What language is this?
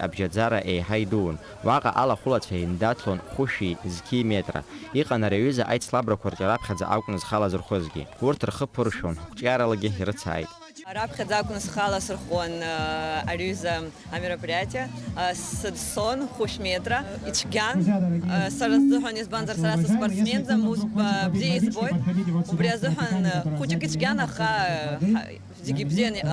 Abkhazian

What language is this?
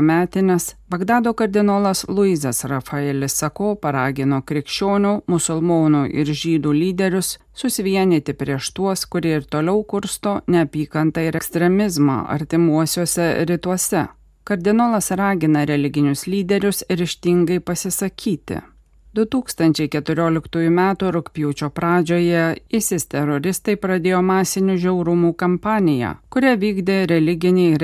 Lithuanian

